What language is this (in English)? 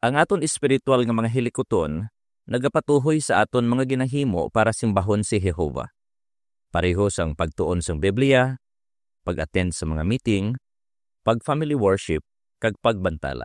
Hiligaynon